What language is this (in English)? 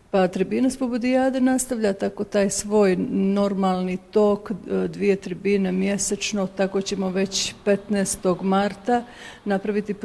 Bosnian